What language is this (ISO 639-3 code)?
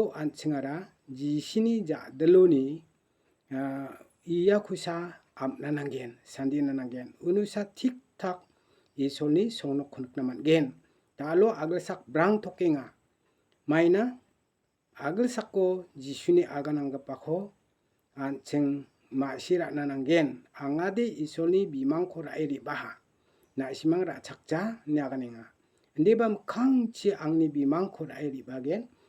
grt